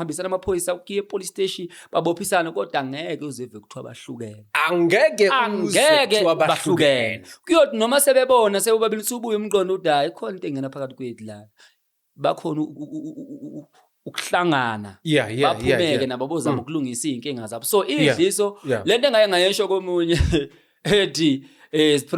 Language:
Zulu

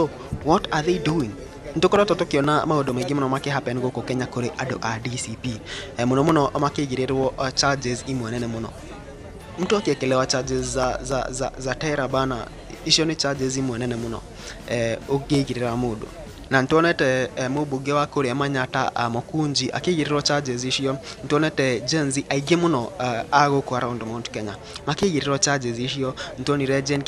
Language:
Kikuyu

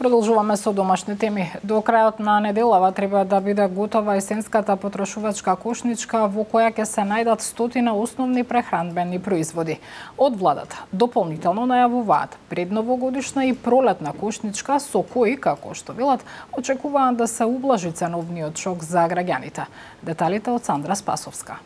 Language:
Macedonian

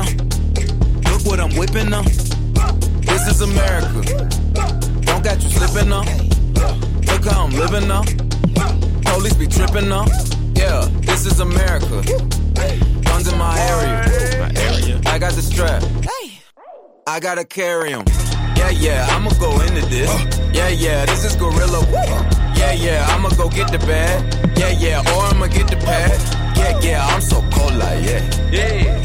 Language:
English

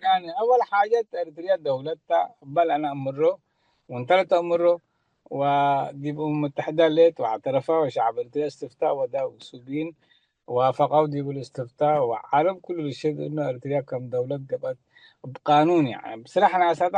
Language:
Tigre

